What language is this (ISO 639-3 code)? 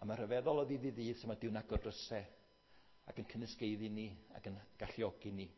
cym